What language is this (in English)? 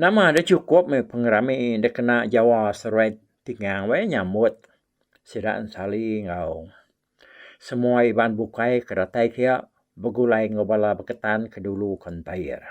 Iban